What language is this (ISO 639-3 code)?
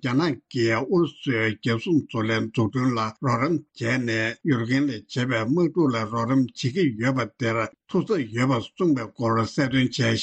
bod